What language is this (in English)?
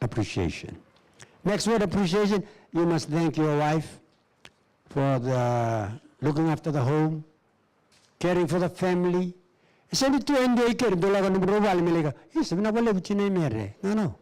Fijian